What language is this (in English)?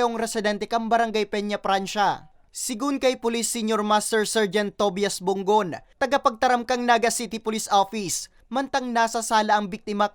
Bikol